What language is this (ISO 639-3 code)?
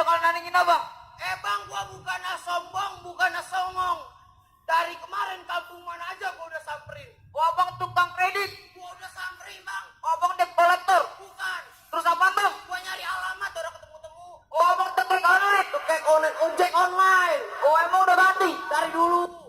bew